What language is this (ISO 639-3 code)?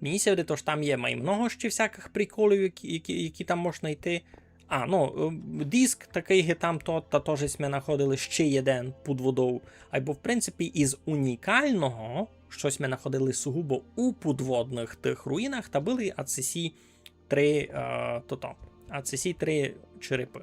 rue